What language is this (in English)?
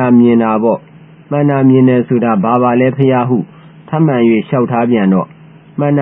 Burmese